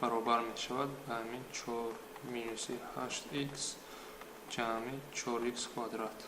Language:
Tajik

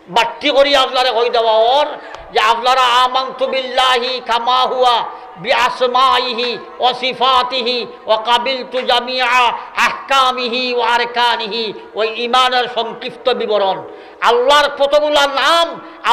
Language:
Sylheti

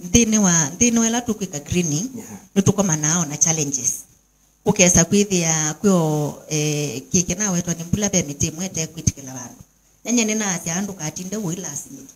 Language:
Kamba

